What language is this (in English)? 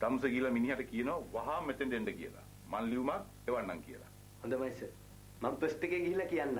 Sinhala